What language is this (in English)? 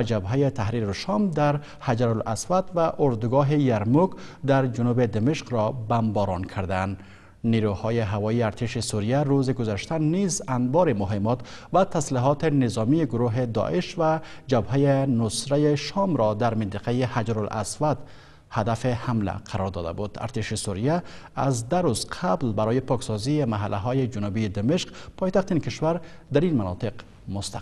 Persian